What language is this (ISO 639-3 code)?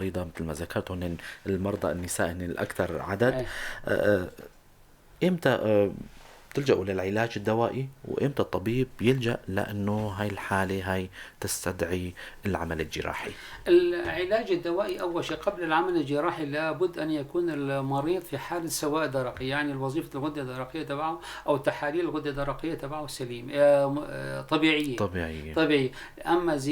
apc